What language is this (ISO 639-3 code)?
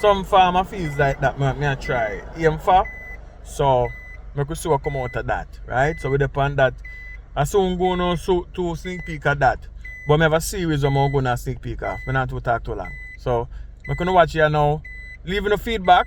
jam